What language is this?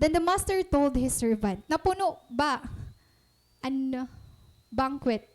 Waray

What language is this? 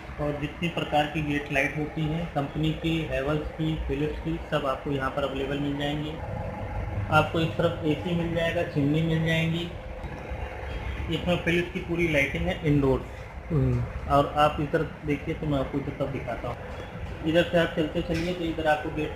Hindi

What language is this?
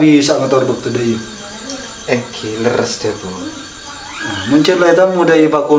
Madurese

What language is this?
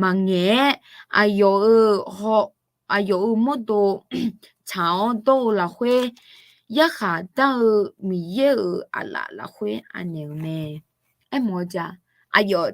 Akha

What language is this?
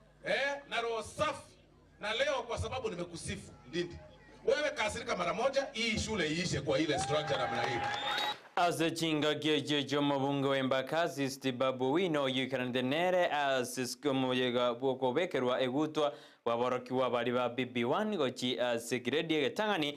Gusii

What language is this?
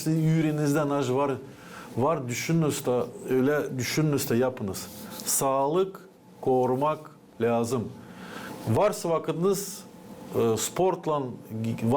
Gagauz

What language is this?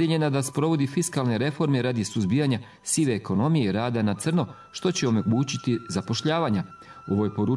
Bosnian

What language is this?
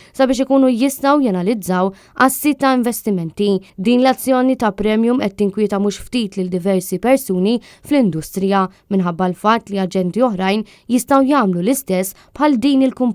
Maltese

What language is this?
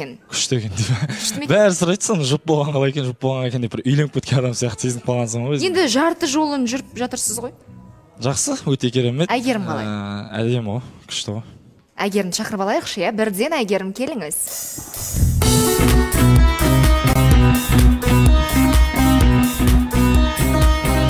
Kazakh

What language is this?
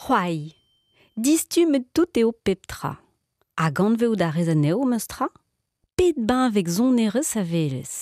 Breton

